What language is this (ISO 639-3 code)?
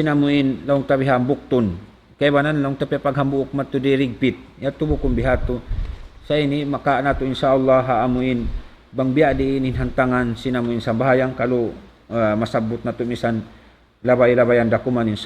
tsg